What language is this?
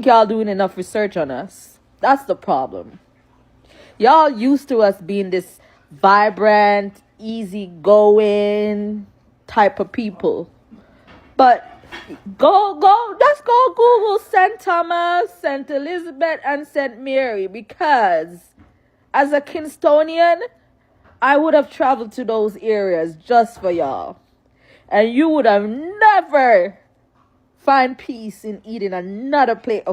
Jamaican Creole English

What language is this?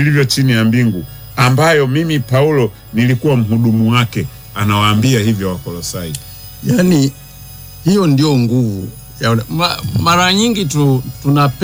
Swahili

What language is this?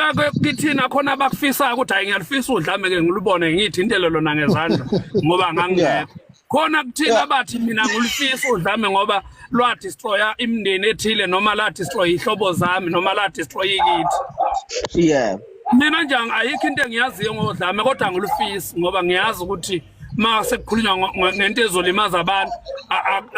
Zulu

